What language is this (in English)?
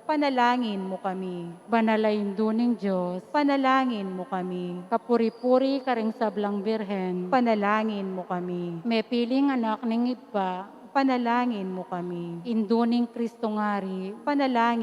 Pampanga